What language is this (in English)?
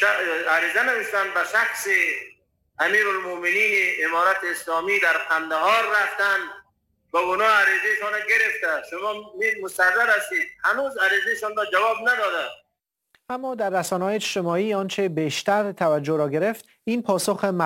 Persian